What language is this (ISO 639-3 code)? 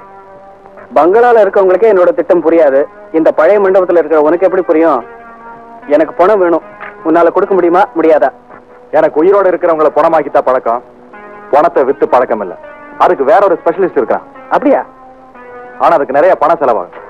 tam